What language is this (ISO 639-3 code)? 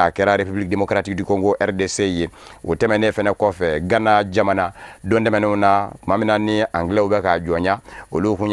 bam